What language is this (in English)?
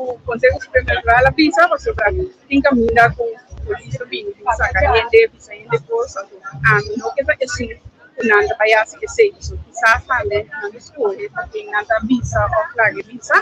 Papiamento